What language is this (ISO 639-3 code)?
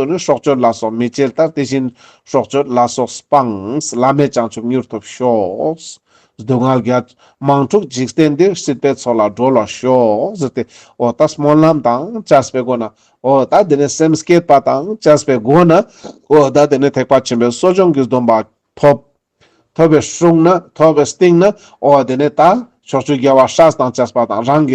lbj